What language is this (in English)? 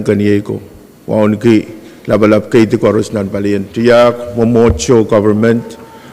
Pohnpeian